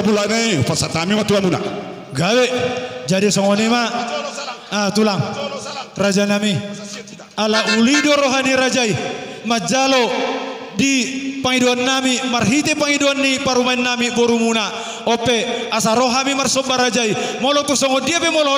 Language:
Batak Toba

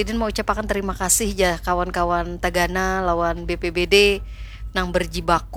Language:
Banjar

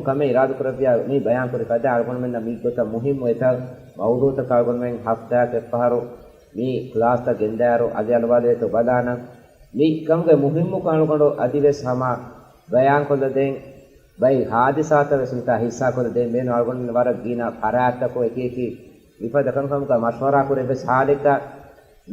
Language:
Divehi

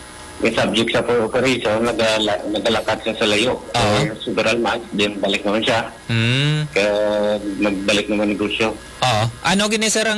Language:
Hiligaynon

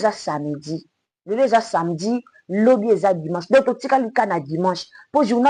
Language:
Lingala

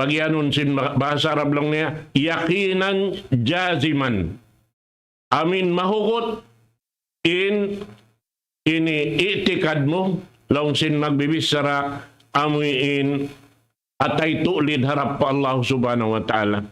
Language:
Tausug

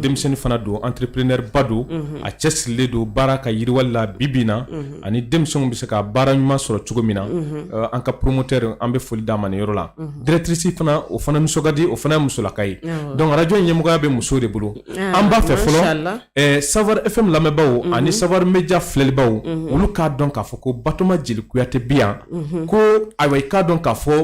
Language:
Bambara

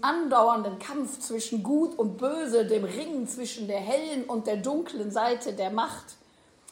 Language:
German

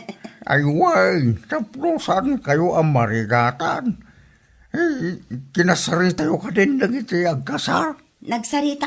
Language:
Iloko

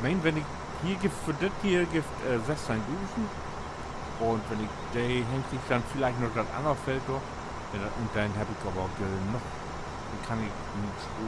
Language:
Low German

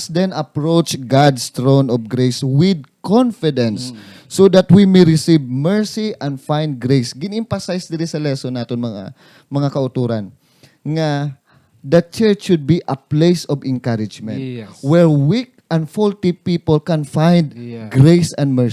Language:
Hiligaynon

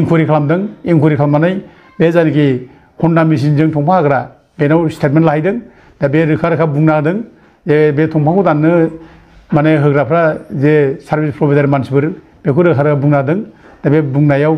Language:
Bodo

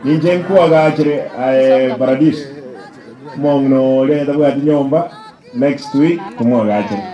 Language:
Gusii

